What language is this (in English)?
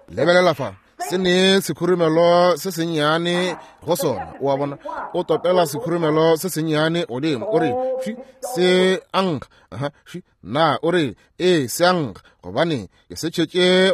Northern Sotho